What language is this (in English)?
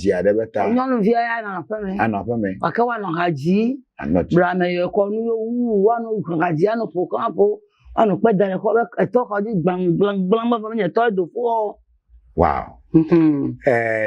Ewe